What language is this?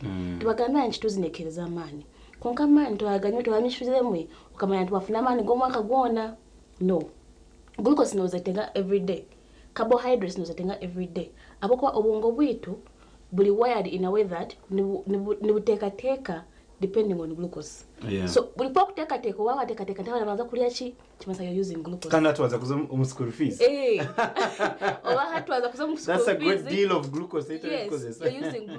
Nyankole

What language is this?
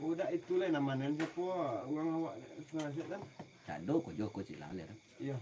Minangkabau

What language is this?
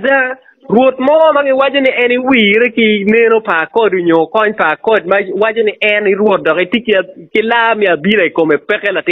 Acoli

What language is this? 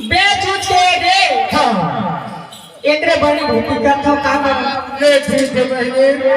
Chhattisgarhi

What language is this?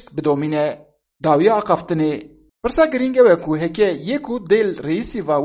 Kurdish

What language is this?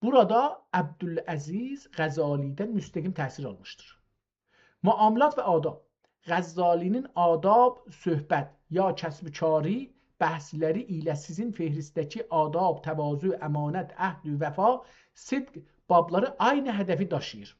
South Azerbaijani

